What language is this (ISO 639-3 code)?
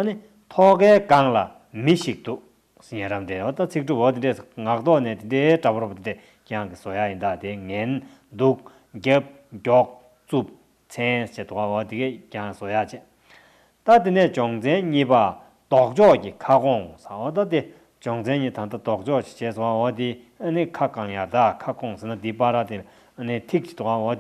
bod